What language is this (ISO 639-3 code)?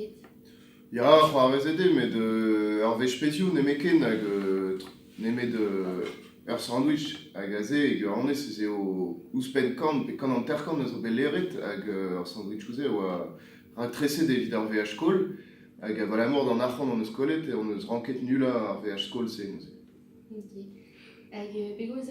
bre